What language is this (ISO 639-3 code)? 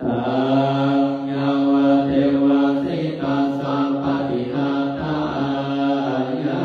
pli